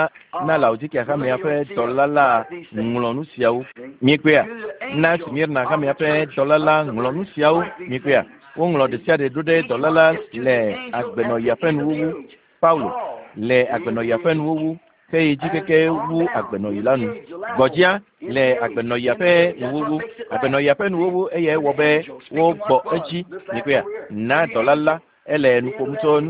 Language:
Ewe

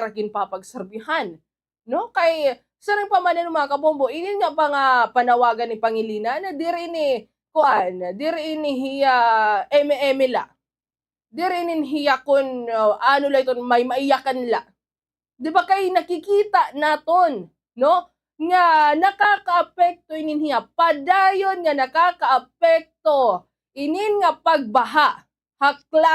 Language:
Waray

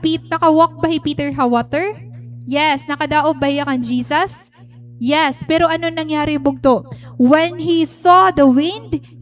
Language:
Waray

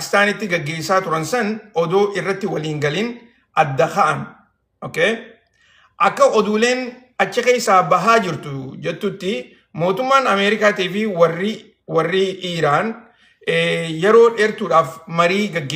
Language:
Oromo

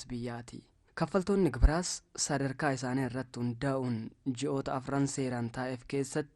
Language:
Oromo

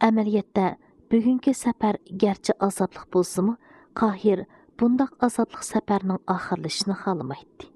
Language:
Uyghur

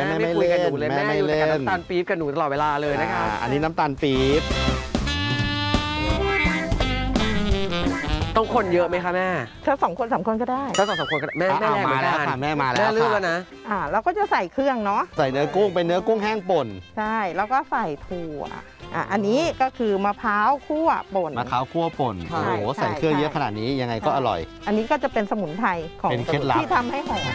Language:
Thai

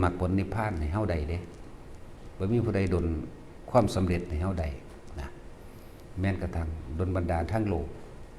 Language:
Northeastern Thai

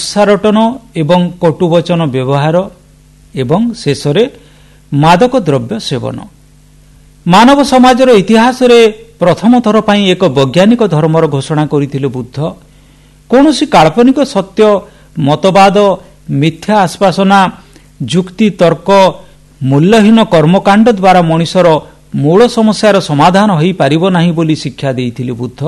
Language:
Odia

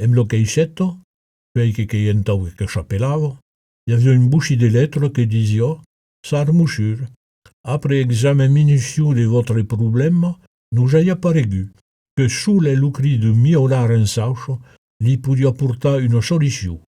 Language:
Occitan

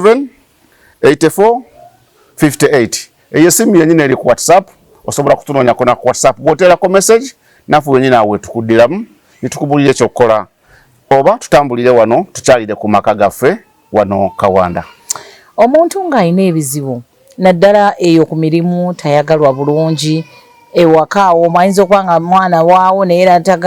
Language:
Ganda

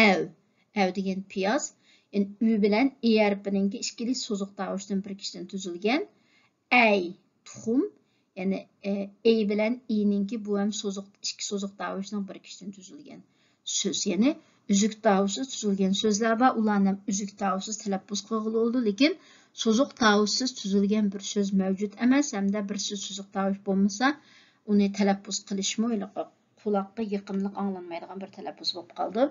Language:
Uyghur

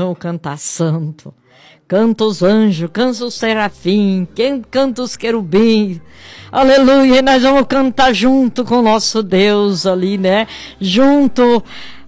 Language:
Portuguese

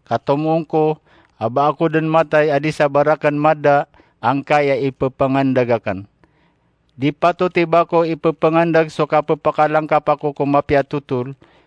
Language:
Maranao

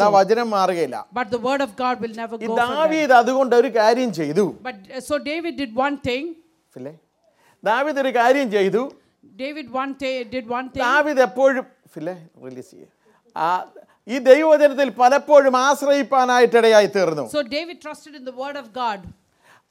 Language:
Malayalam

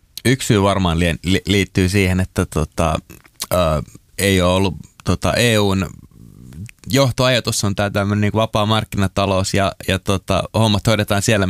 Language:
Finnish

